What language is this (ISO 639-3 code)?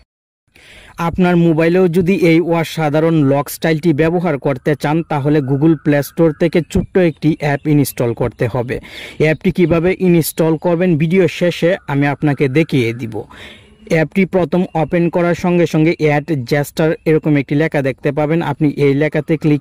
ben